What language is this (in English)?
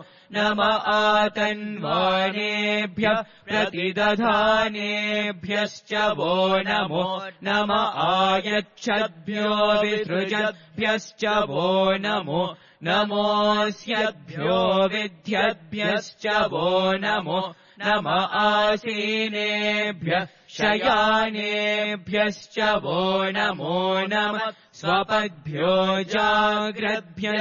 Sanskrit